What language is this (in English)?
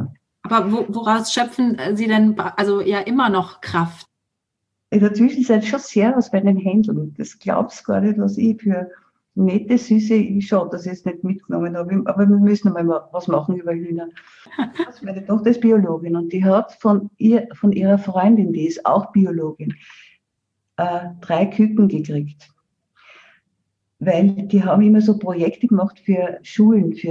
German